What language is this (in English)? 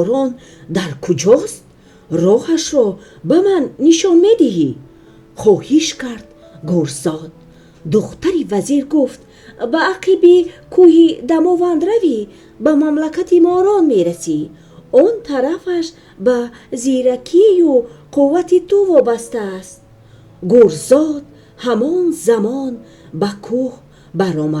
Tajik